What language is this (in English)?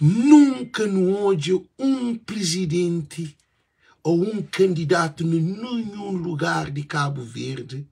Kabuverdianu